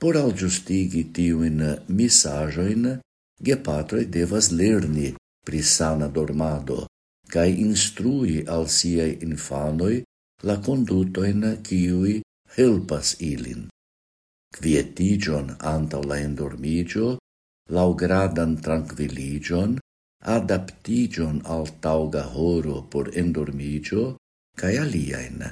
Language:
Esperanto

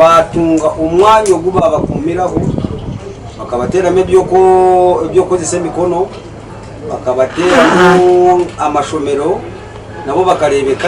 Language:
Nyankole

